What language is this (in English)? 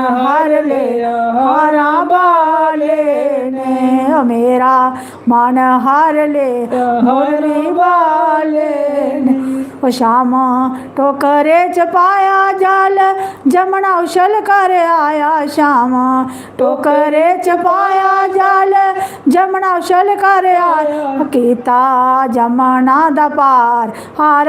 Dogri